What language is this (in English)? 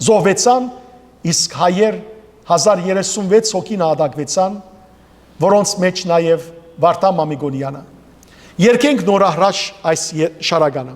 Western Armenian